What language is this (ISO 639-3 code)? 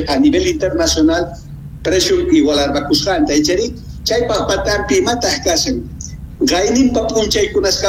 quh